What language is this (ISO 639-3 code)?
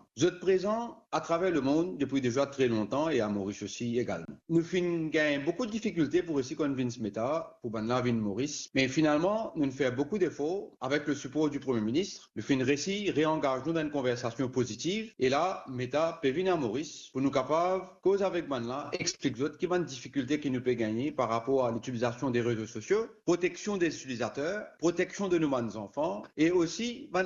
mfe